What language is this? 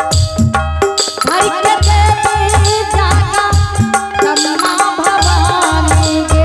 Angika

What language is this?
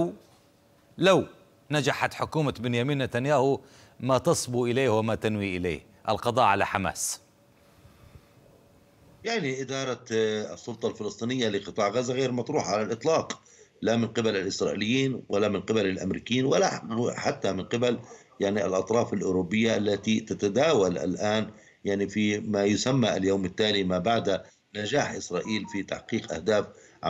Arabic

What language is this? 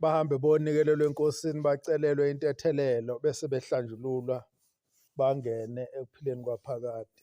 Zulu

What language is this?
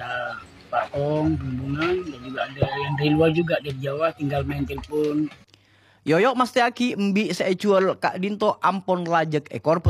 Madurese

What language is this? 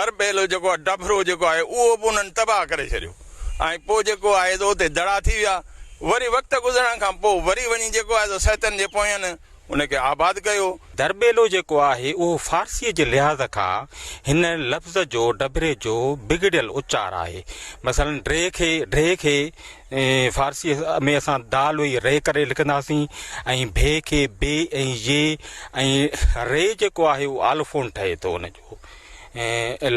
Sindhi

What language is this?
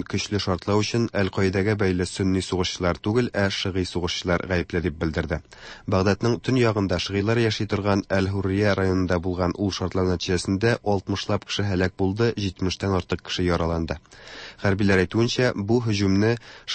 Tatar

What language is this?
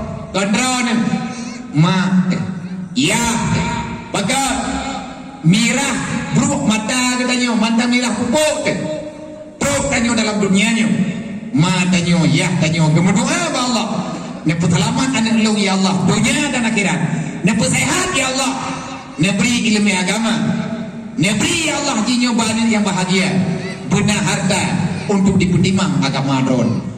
Achinese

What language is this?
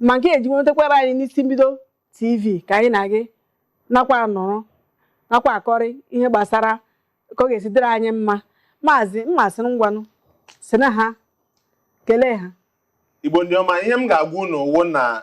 Igbo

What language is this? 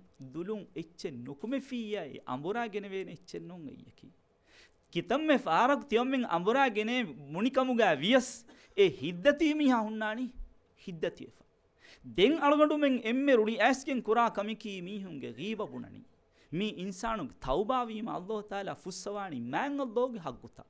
Divehi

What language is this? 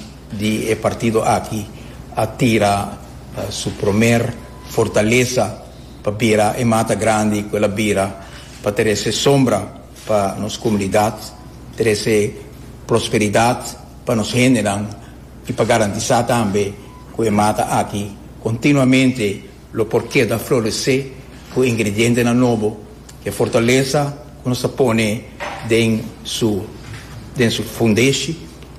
Papiamento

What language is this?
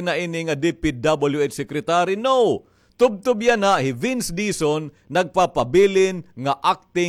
Waray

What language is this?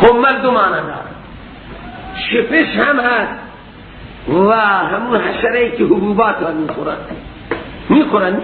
Persian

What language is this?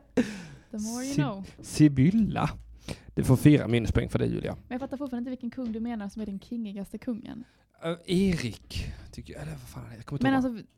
Swedish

